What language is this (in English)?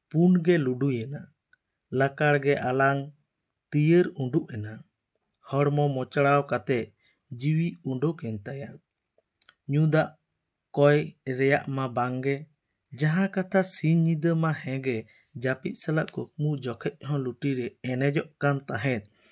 Santali